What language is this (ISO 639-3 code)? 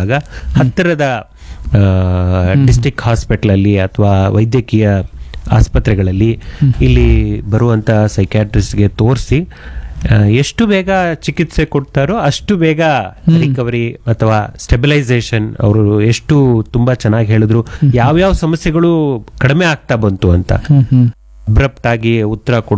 kan